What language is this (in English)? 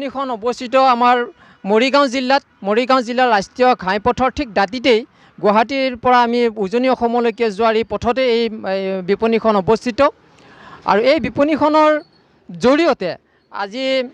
Assamese